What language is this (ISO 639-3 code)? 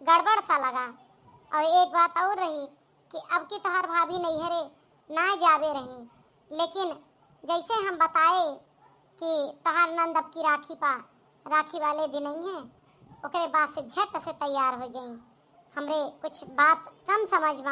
awa